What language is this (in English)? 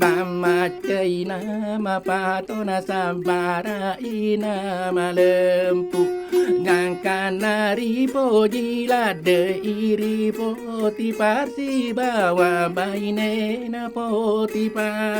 Buginese